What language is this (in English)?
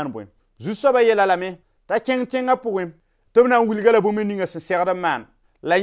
Mossi